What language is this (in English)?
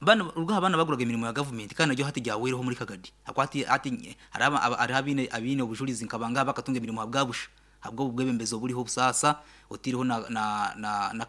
Nyankole